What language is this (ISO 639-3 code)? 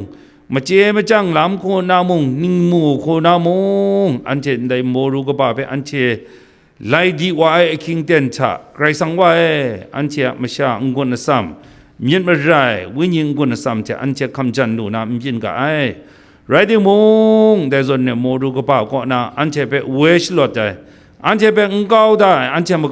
kac